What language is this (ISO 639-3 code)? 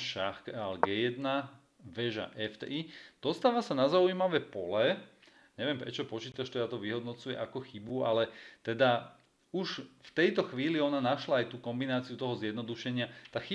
slk